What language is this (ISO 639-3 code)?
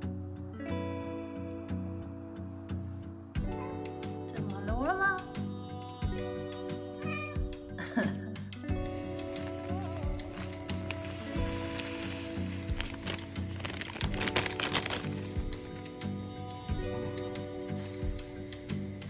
nld